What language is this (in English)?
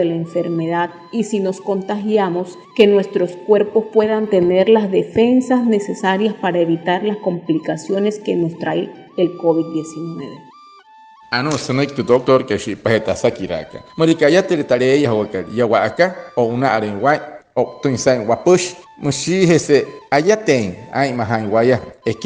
Wayuu